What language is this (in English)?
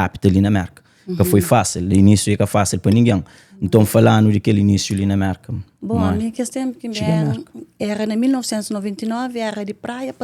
Kabuverdianu